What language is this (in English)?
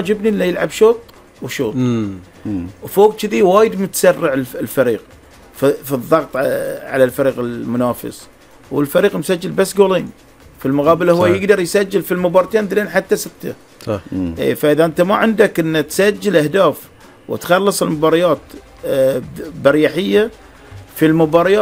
Gulf Arabic